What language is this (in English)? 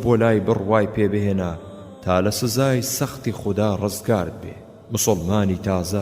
Central Kurdish